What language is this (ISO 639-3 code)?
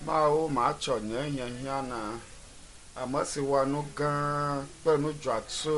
ewe